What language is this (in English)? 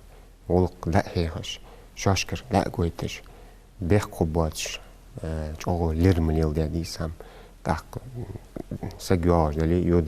Ingush